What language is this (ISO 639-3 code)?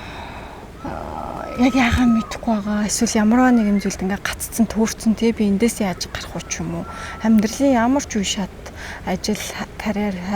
mon